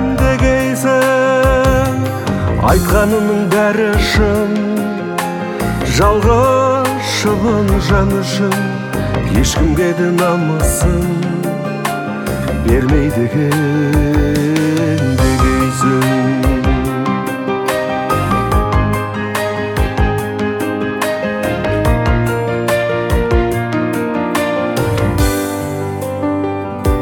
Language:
Kazakh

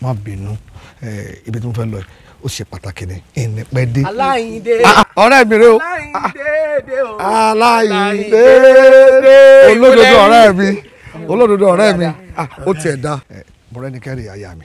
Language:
Yoruba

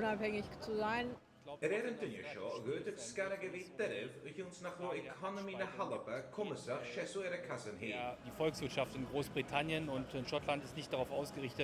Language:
Scottish Gaelic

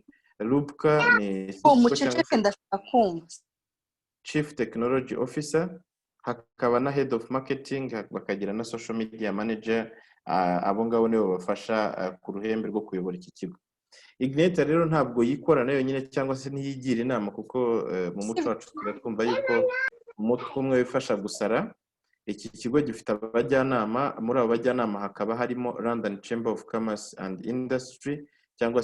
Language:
Kinyarwanda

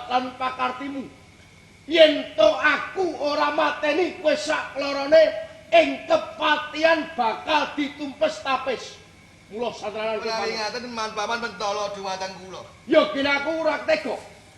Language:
Javanese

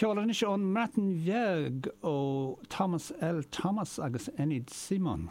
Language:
Irish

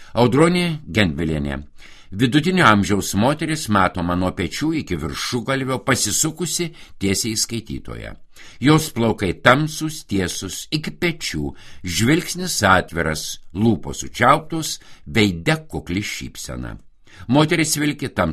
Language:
Lithuanian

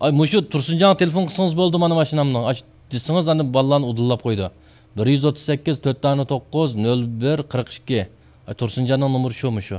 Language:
Uyghur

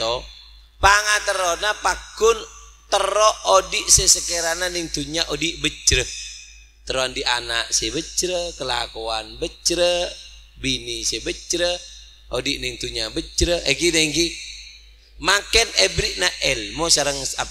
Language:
Madurese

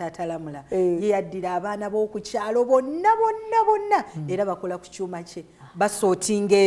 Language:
Ganda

